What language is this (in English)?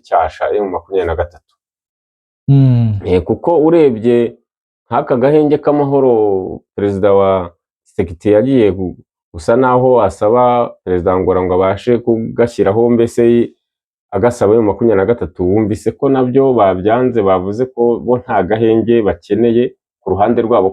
Kinyarwanda